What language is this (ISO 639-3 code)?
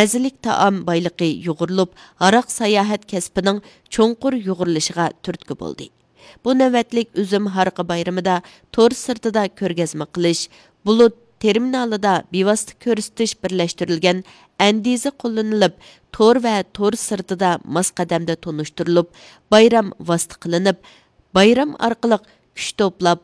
uig